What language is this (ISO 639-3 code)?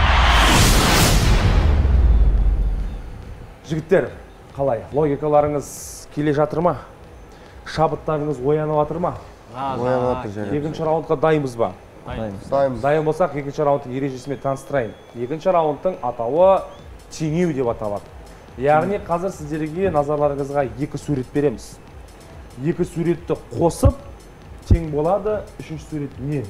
kaz